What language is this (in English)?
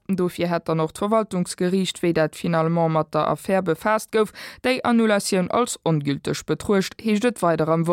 Luxembourgish